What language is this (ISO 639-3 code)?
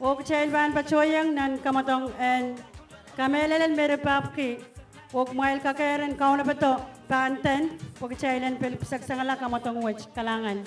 pon